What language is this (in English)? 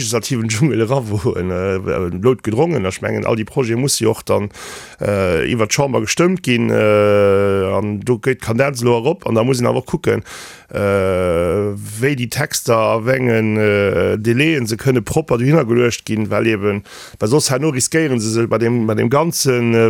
Luxembourgish